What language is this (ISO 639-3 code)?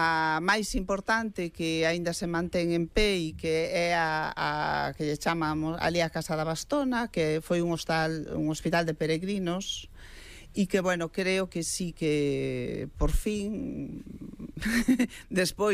glg